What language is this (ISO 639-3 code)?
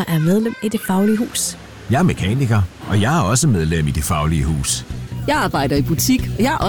dan